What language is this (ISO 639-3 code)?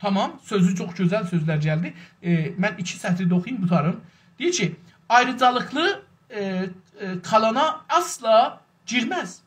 azb